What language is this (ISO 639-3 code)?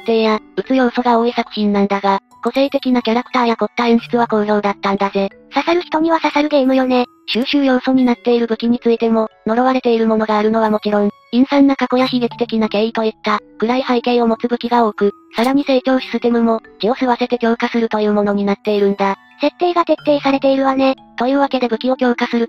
jpn